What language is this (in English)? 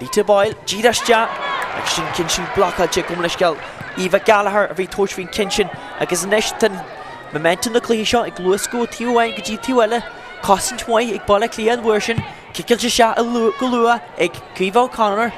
Irish